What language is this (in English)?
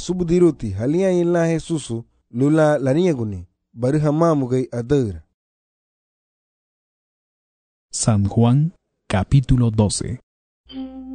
Garifuna